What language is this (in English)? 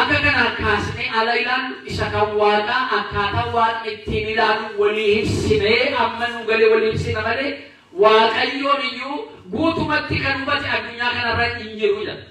Oromo